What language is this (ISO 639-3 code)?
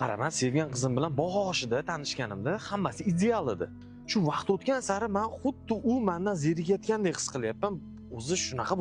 uzb